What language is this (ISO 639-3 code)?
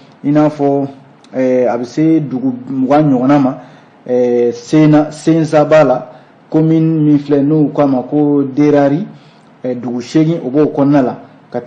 bam